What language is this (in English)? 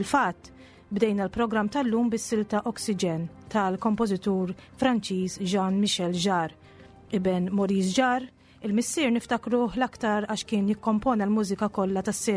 Maltese